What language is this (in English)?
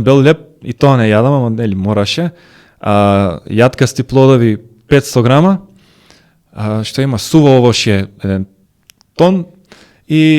Macedonian